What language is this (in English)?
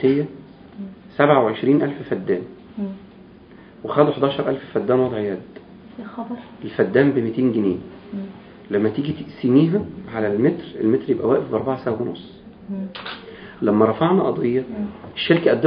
Egyptian Arabic